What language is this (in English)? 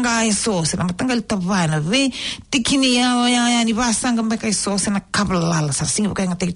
Fijian